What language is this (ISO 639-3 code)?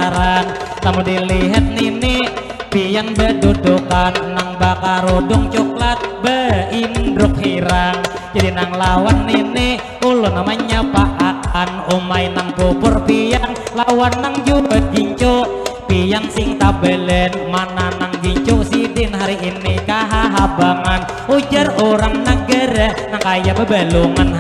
bjn